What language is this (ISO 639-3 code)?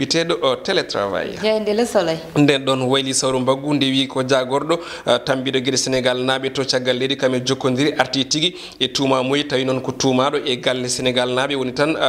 ful